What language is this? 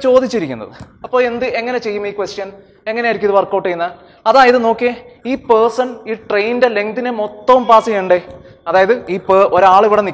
Malayalam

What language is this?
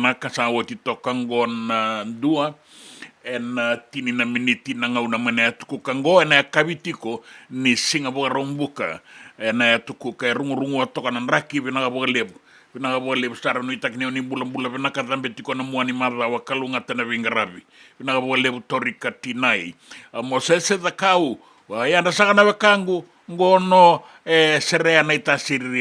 Fijian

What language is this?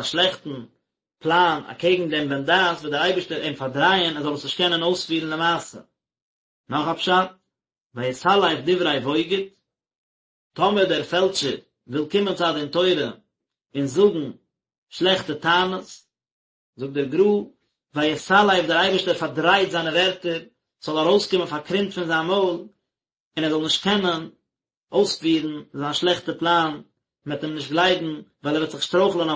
Yiddish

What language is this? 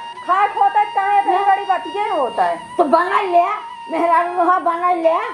Awadhi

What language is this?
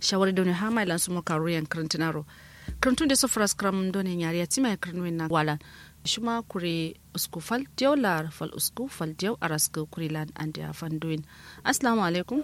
Kanuri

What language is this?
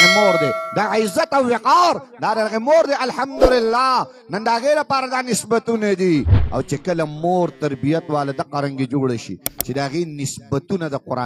Pashto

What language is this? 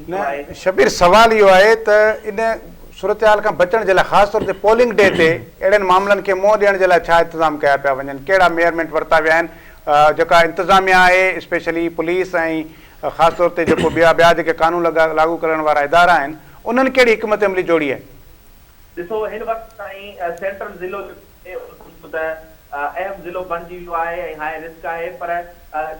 Sindhi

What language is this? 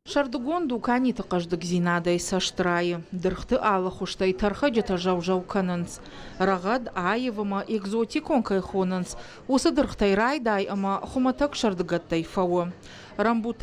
Ossetic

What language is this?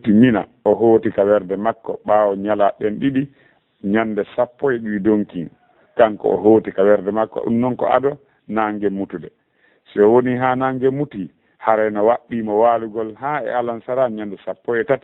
Fula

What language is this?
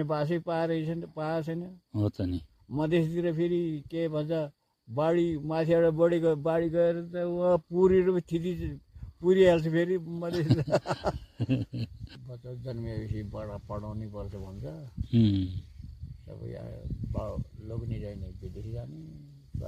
Nepali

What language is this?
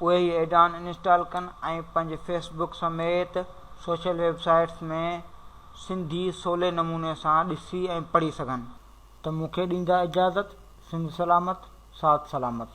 Sindhi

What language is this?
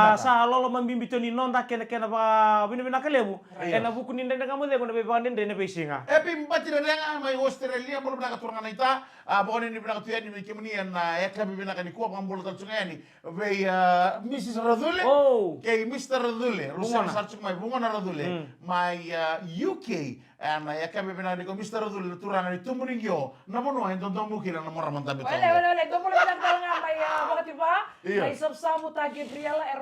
Fijian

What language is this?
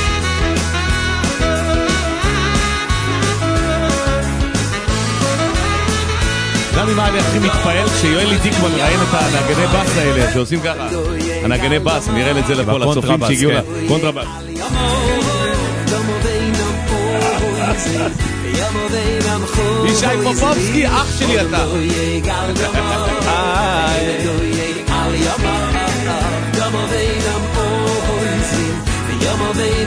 Hebrew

